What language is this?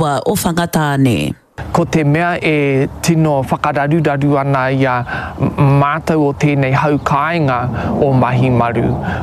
Māori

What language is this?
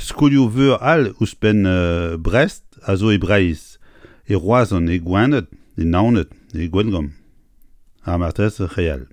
Breton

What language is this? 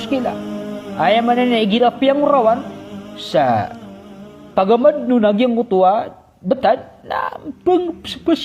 Maranao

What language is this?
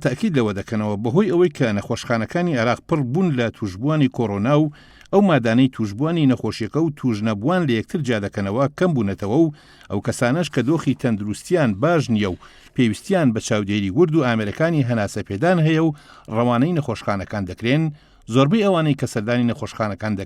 Central Kurdish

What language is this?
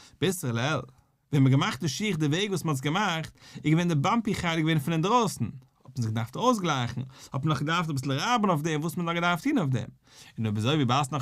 Yiddish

